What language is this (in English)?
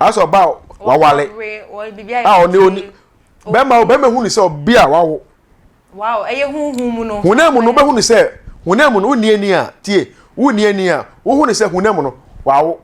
Akan